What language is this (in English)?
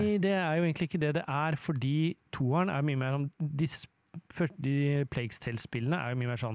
Norwegian